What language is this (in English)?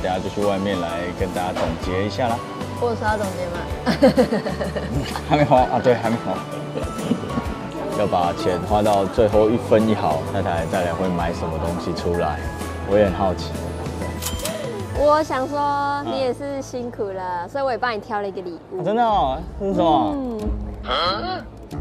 Chinese